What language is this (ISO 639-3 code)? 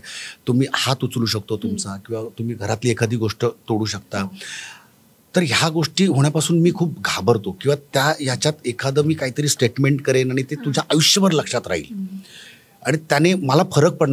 mar